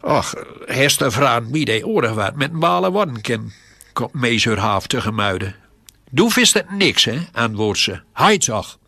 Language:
Gronings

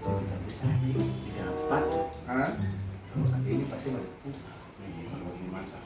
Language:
Ambonese Malay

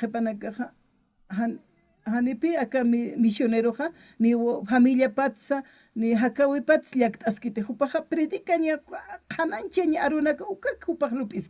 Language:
Aymara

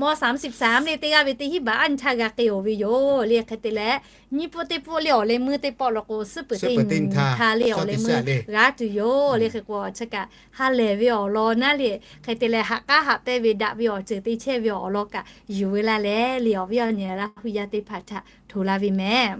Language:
Lahu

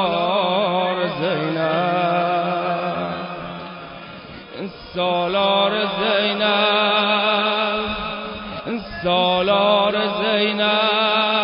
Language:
Persian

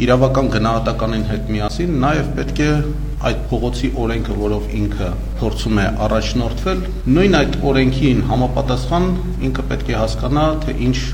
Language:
Armenian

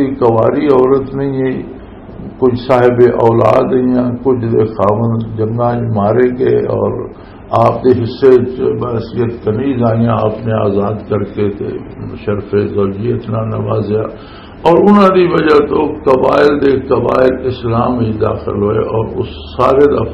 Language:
Western Panjabi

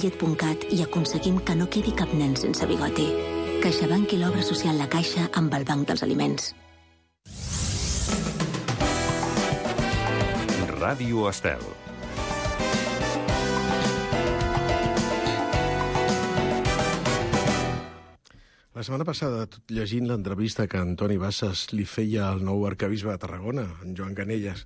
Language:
Catalan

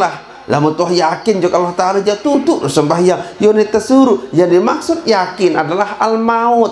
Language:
Sasak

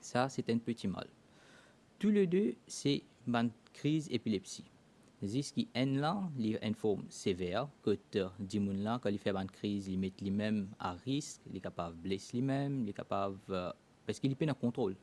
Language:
Morisyen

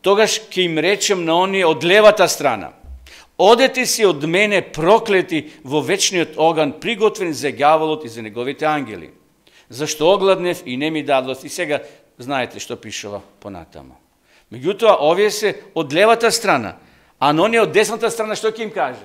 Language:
Macedonian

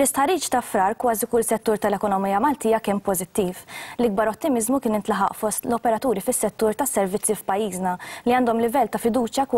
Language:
Maltese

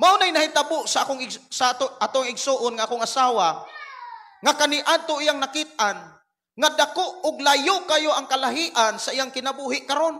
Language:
Cebuano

